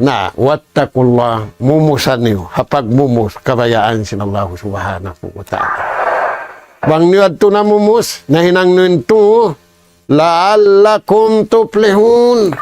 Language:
Tausug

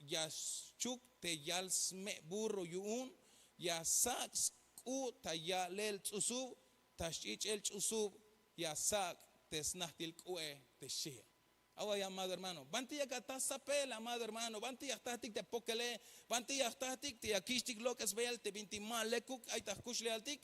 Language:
Tzeltal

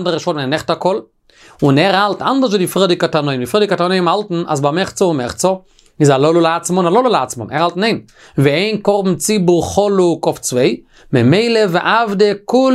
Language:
Yiddish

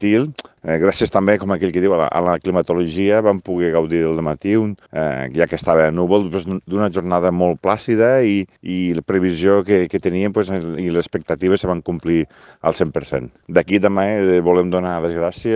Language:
Catalan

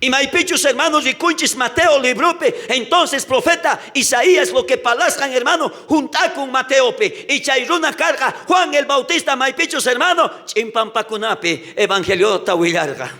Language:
South Bolivian Quechua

